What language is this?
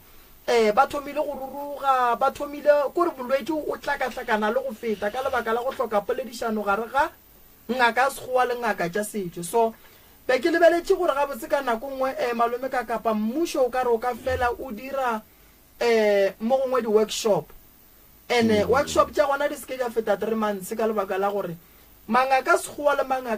Northern Sotho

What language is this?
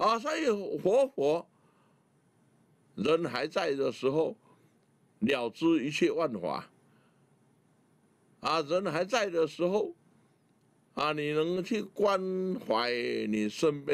Chinese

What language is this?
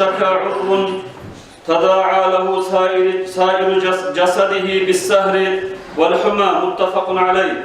Kumyk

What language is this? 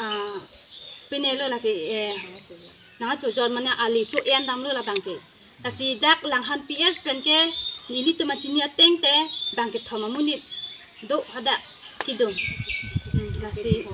Karbi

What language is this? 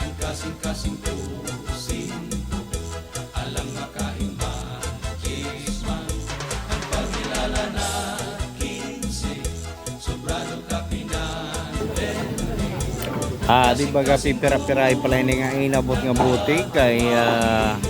Waray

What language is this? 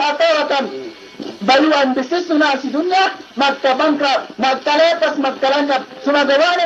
Yakan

